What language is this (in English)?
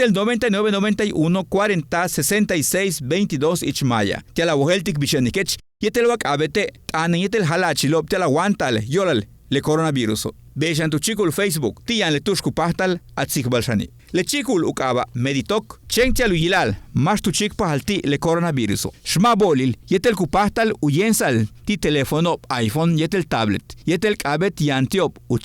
Yucateco